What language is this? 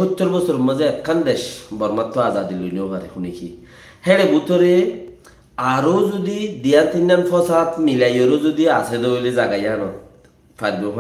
Rohingya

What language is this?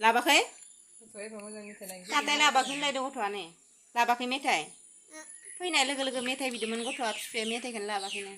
Bodo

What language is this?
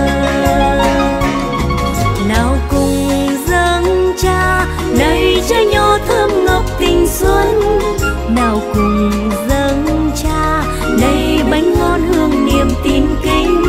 Vietnamese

